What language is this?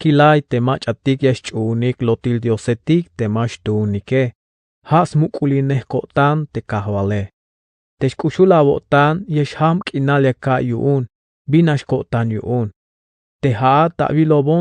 Tzeltal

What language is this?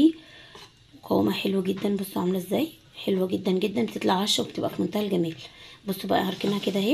Egyptian Arabic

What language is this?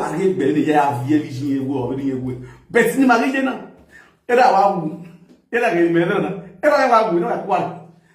Nigerian Pidgin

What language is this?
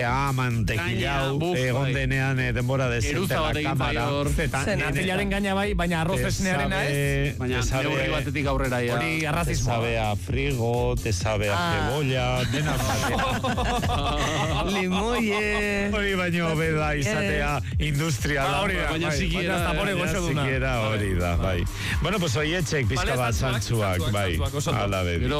Basque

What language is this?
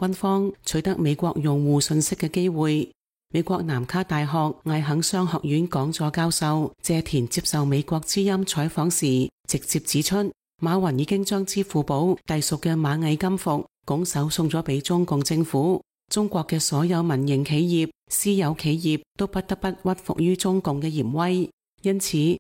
Cantonese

